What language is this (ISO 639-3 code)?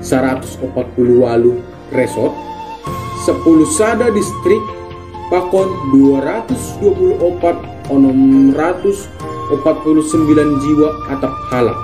bts